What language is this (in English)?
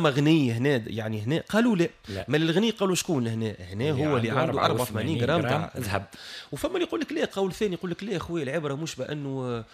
Tunisian Arabic